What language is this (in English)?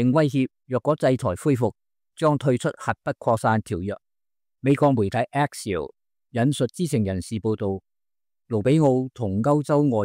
Cantonese